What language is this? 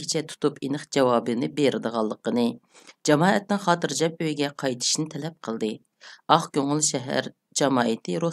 Uyghur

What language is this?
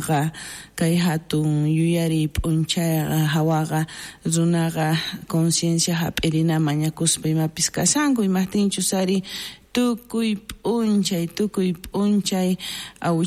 South Bolivian Quechua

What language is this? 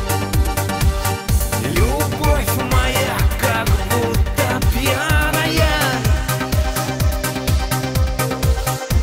Russian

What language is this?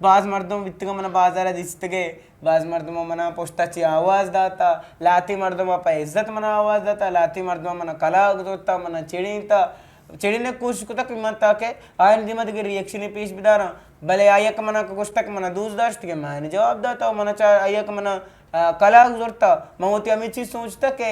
Eastern Balochi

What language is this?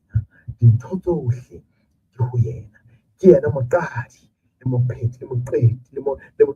Southern Sotho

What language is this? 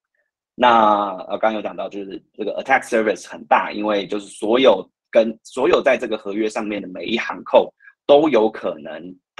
Chinese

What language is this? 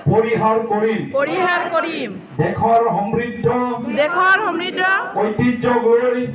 Assamese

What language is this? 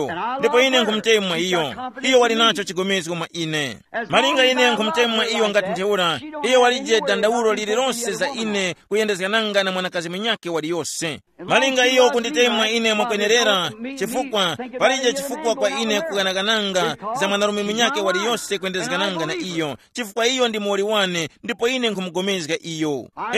Tumbuka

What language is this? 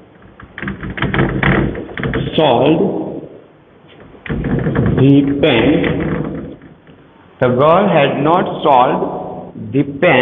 Gujarati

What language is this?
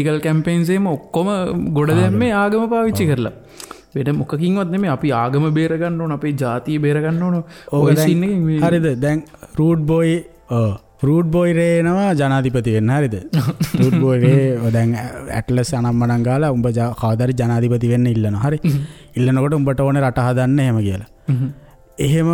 Sinhala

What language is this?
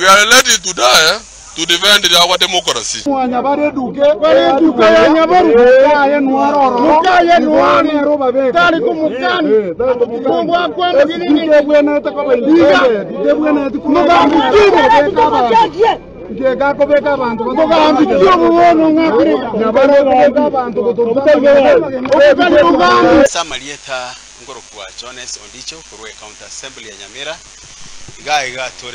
Gusii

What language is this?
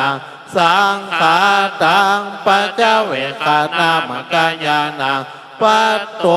Pali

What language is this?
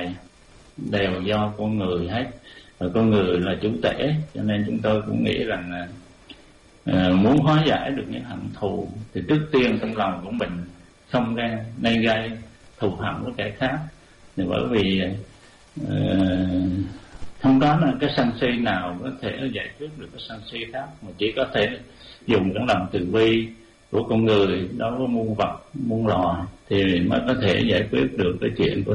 Vietnamese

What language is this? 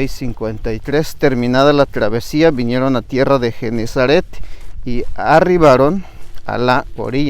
Tzeltal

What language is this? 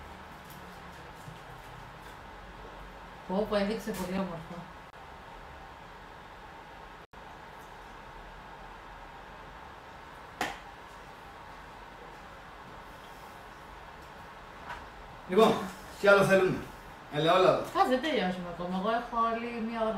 Greek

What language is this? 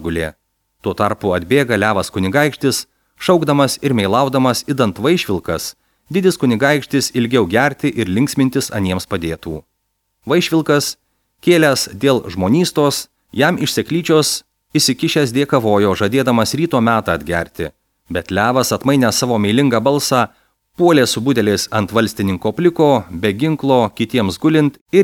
Lithuanian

